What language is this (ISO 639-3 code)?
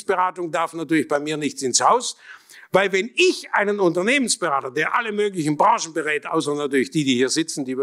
deu